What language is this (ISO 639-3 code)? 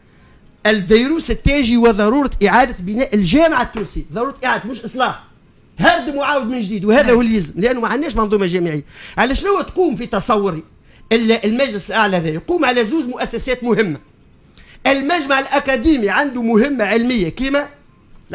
aeb